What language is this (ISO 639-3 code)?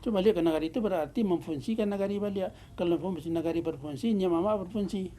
min